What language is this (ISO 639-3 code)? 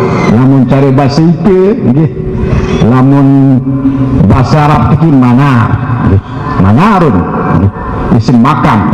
sas